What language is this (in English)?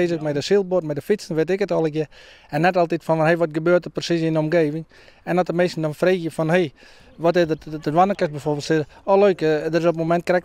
Western Frisian